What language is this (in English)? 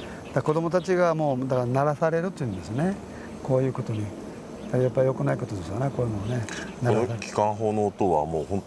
Japanese